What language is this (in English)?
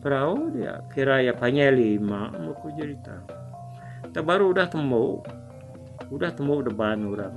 Iban